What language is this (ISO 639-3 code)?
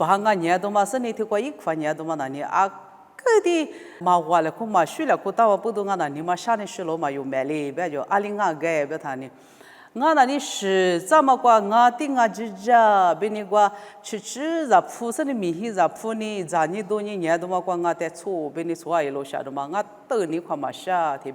lis